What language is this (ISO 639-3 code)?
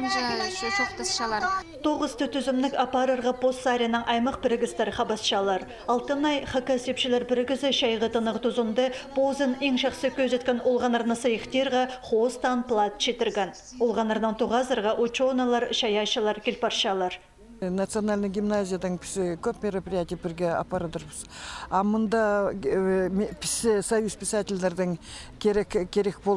kjh